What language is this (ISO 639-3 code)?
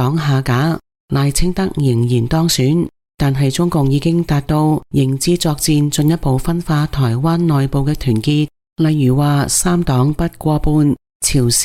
yue